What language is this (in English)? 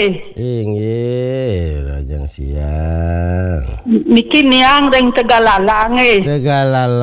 Balinese